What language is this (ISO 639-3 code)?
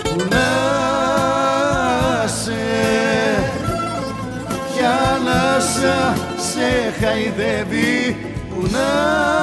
ell